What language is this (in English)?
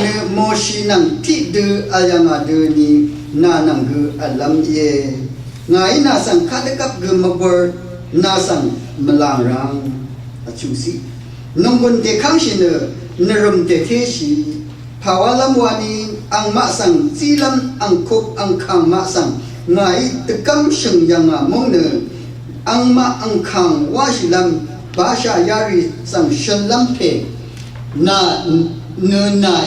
Rawang